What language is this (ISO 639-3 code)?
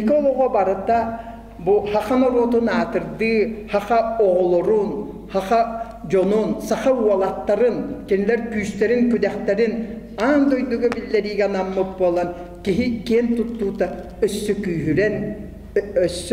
sah